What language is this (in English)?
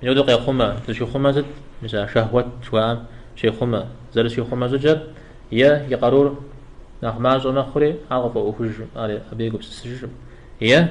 Kabardian